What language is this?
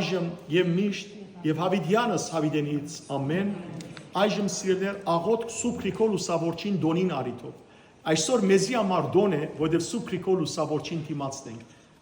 Western Armenian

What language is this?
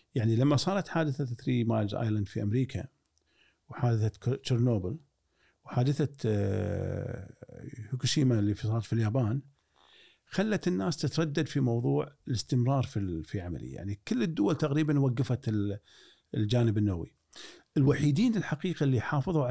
Gulf Arabic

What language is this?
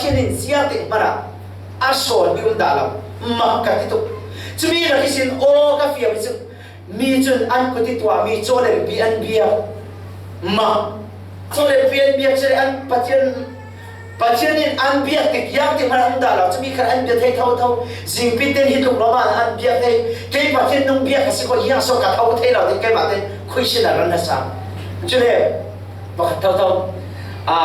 Falam Chin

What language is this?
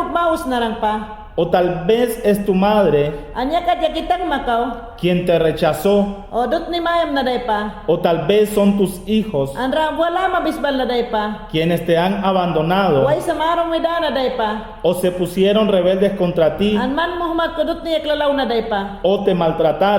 Mayangna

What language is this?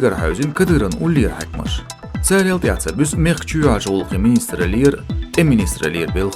Chechen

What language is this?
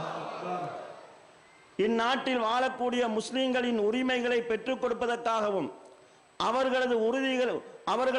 Tamil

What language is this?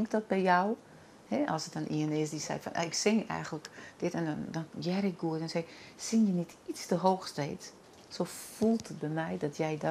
Western Frisian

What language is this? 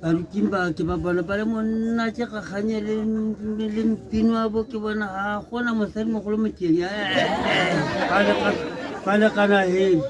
Tswana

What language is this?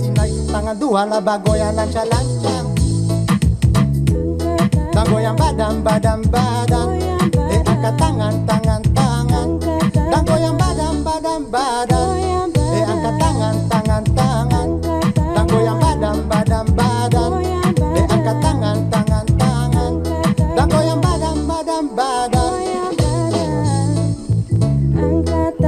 Dutch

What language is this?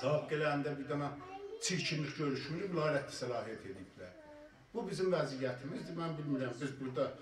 South Azerbaijani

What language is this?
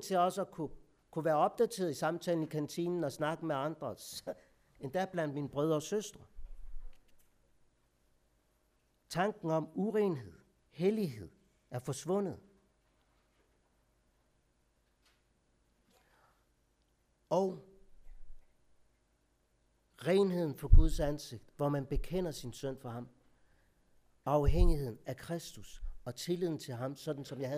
Danish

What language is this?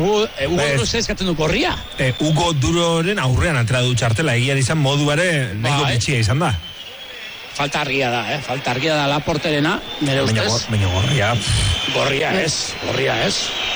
Basque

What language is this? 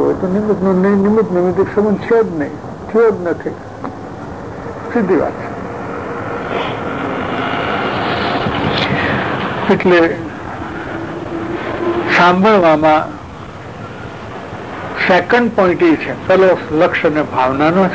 Gujarati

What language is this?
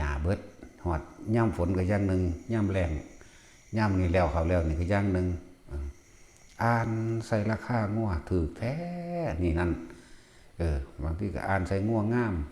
Northeastern Thai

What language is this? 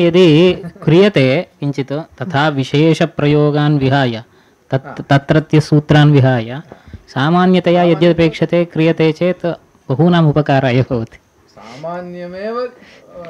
Sanskrit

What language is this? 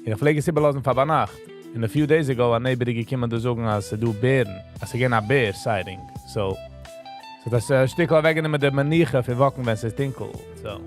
Yiddish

